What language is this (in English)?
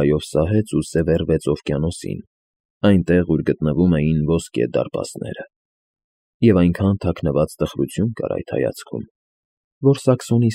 Armenian